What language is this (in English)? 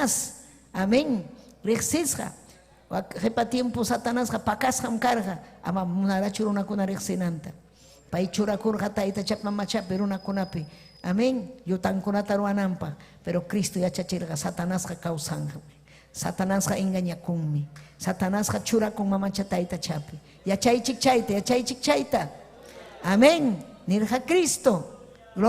Ayacucho Quechua